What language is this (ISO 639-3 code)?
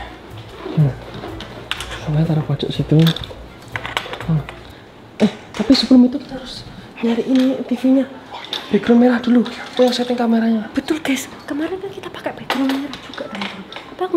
ind